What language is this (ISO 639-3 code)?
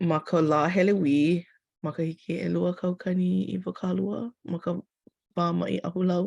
haw